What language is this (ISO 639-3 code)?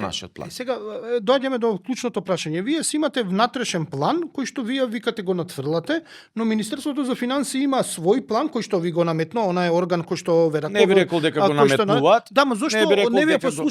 mkd